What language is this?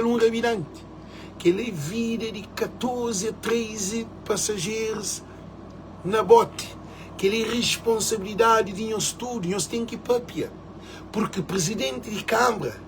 Kabuverdianu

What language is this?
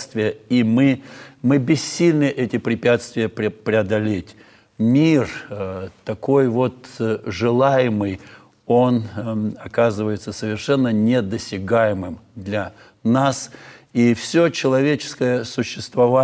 Russian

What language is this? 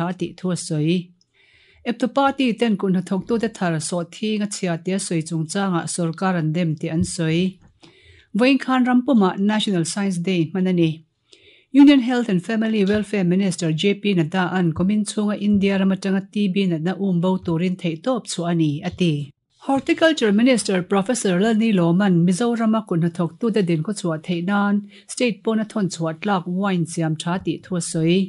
Mizo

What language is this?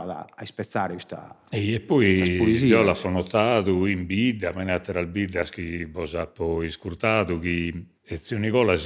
Sardinian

